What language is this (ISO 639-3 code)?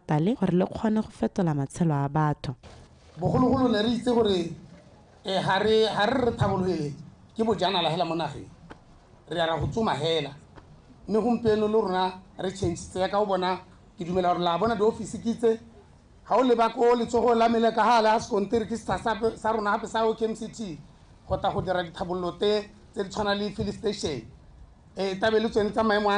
tsn